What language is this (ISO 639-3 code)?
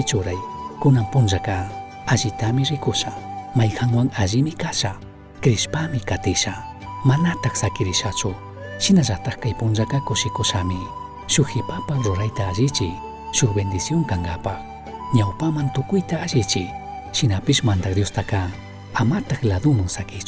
qug